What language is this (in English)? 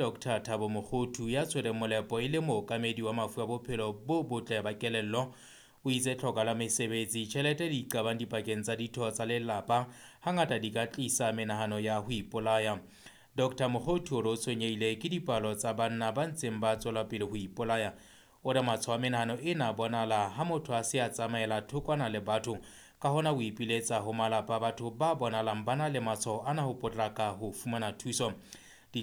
Southern Sotho